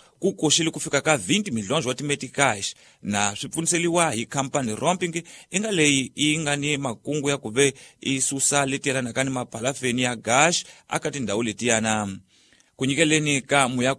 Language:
Tsonga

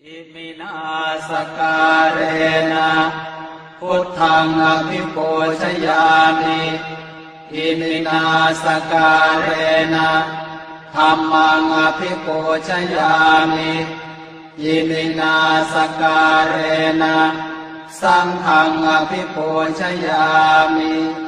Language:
Pali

